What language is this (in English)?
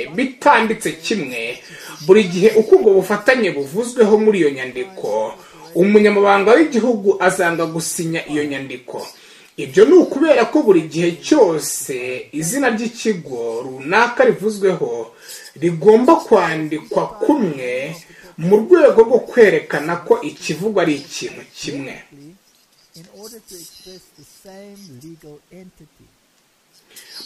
Kinyarwanda